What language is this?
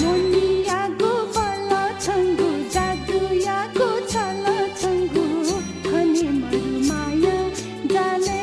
Newari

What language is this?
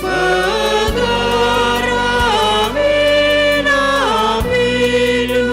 Batak Karo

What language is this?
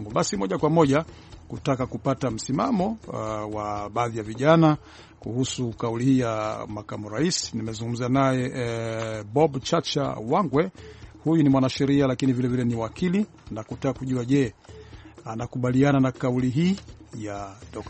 Swahili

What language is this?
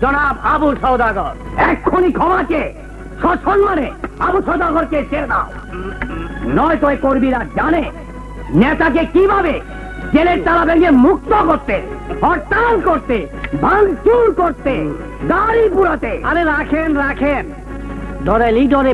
Bangla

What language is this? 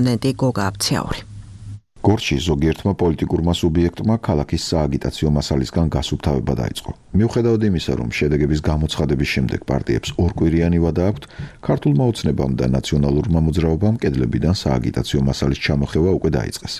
Georgian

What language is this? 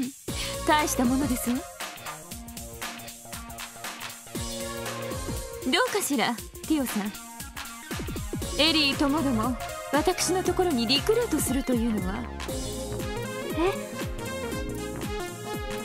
Japanese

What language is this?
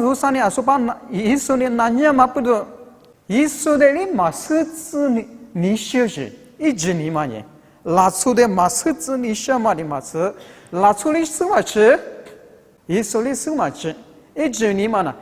Lisu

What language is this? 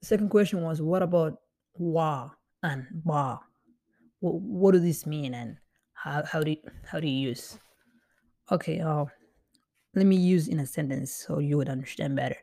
English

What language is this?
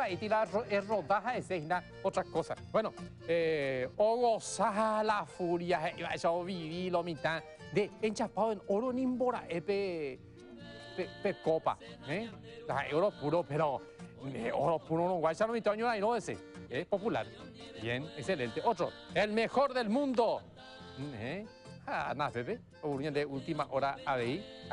Guarani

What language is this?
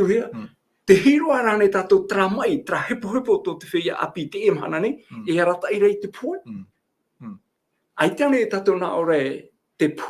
Tahitian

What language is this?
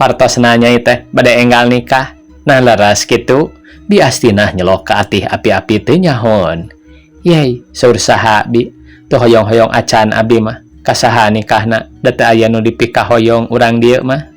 Sundanese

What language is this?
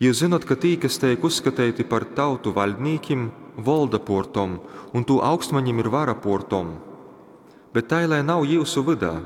Latgalian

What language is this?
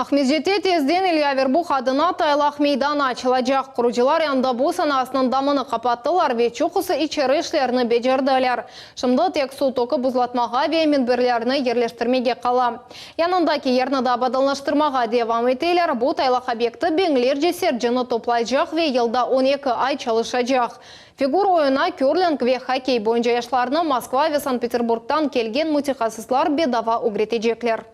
Crimean Tatar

